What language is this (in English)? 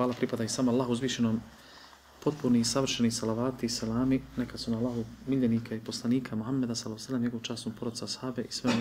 Bosnian